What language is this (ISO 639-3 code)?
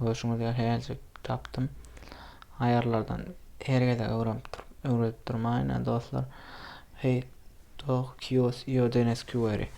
tuk